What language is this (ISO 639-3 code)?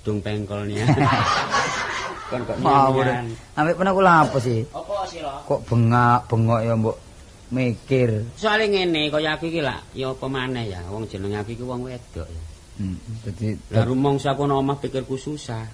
jav